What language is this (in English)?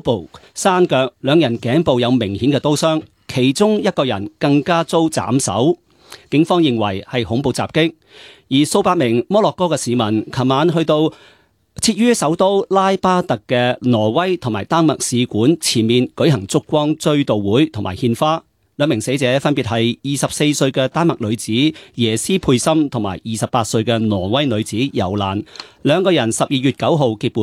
Cantonese